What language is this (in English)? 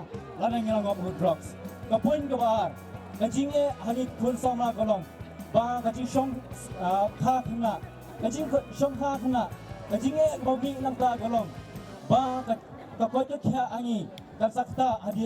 Khasi